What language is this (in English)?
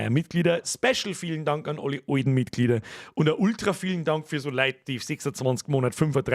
Bavarian